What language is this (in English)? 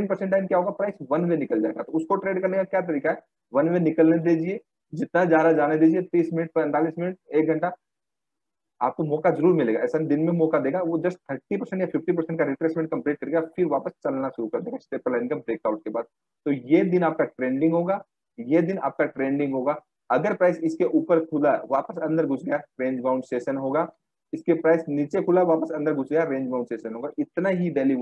Hindi